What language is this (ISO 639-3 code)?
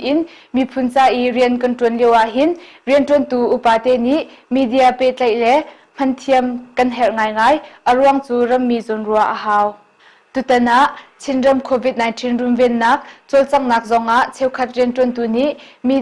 cnh